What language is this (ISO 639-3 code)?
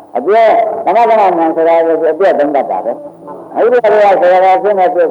mya